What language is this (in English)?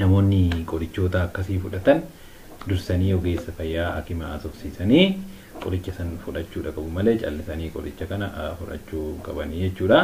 Oromo